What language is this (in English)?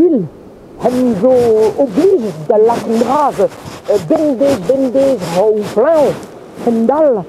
Breton